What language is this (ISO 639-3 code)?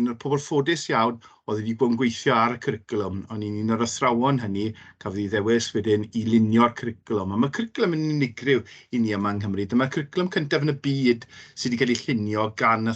cym